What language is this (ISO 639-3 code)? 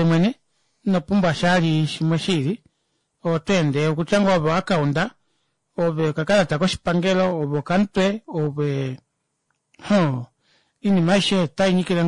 kua